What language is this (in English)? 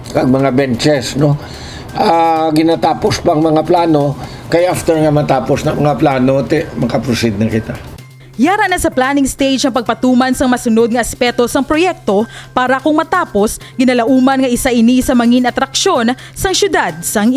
Hiligaynon